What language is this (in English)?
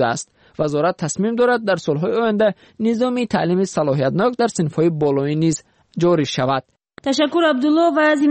Tajik